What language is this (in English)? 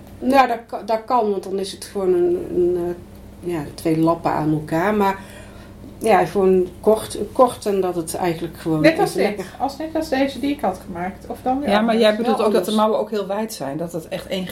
Dutch